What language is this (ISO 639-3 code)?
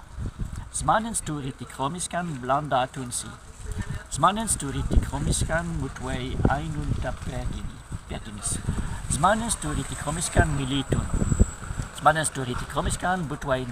prg